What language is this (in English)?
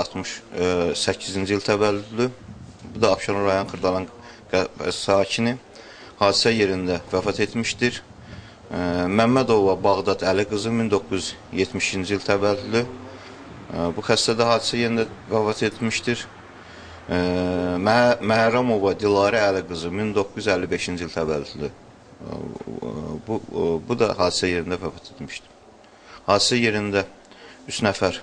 Azerbaijani